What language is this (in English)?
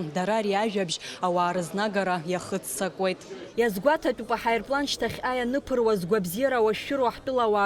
Abkhazian